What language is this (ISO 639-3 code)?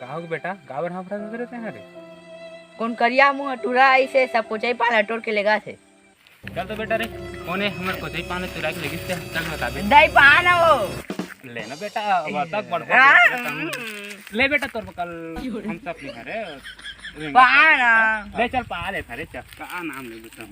hne